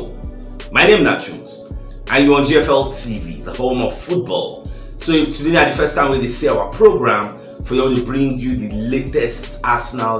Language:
Nigerian Pidgin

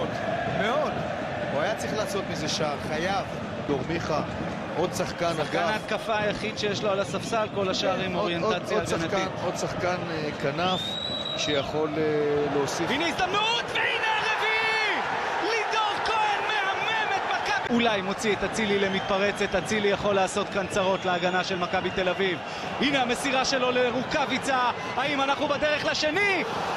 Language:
Hebrew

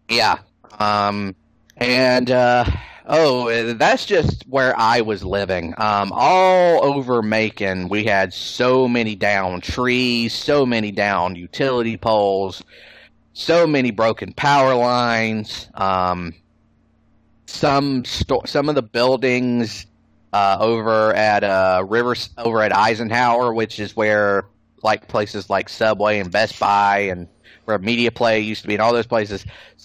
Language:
English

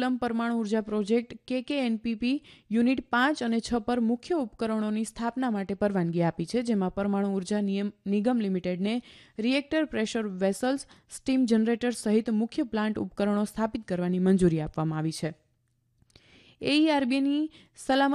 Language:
Gujarati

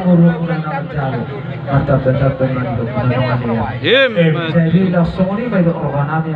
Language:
Batak Toba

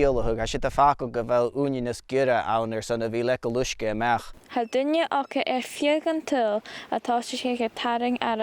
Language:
Scottish Gaelic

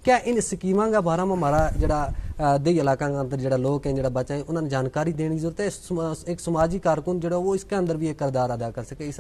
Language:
Gujari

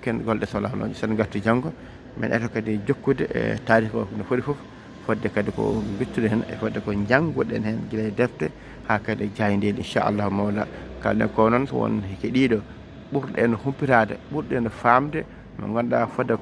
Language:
Fula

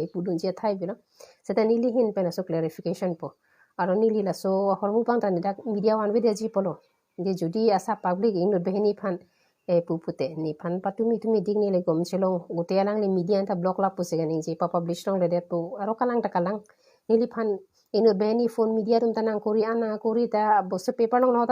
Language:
Karbi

